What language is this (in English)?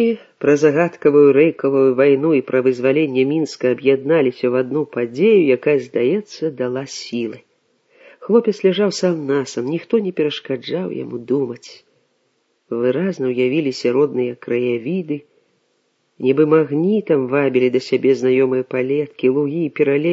Belarusian